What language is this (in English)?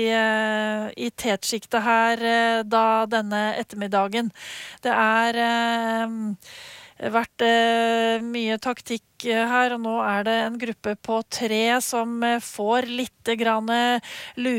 Norwegian